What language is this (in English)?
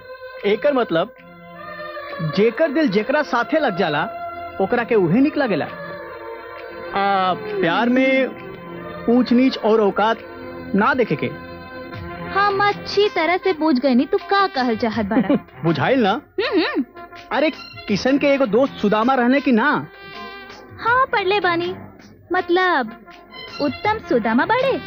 Bhojpuri